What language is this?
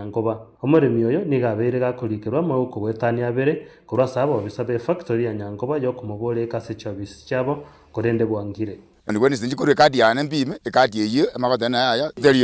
Gusii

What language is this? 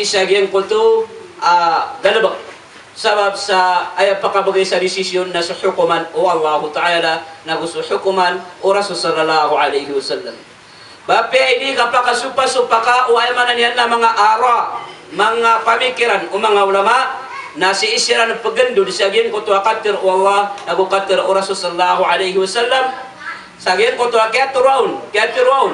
Maranao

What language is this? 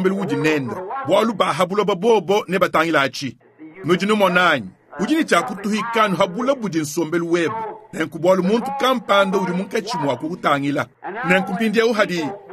Luba-Lulua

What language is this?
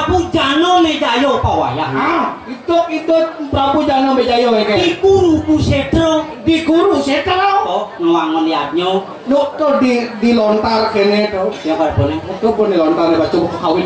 Balinese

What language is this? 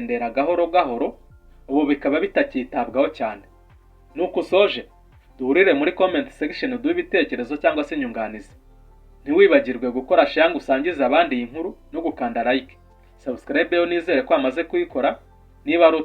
Kinyarwanda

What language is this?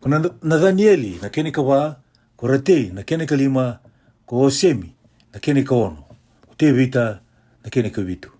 Fijian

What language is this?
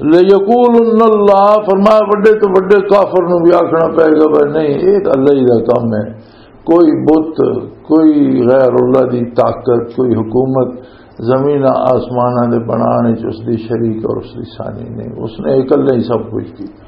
Western Panjabi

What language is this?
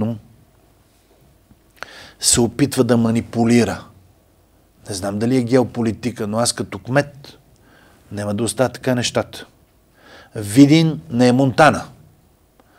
Bulgarian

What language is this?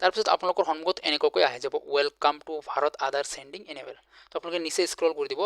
Assamese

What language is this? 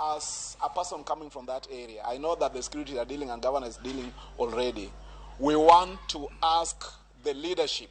Luo (Kenya and Tanzania)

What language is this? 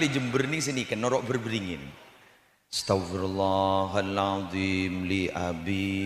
Madurese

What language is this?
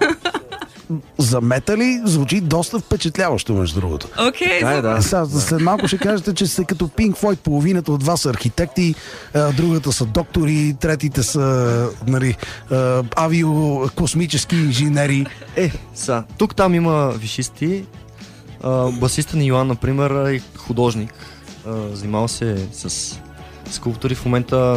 Bulgarian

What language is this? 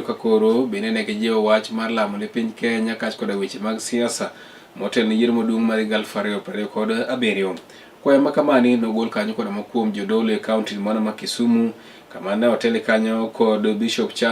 Luo (Kenya and Tanzania)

